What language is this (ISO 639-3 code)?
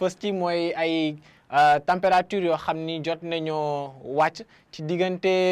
wol